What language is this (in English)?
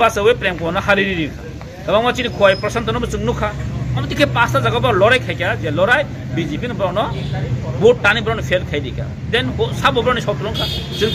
Kok Borok